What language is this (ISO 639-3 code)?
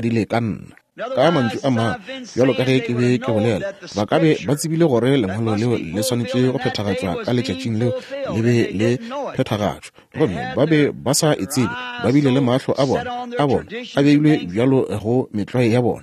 nso